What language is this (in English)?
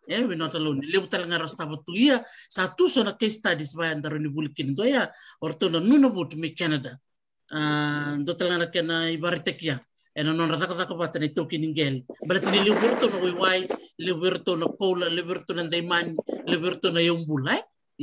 Fijian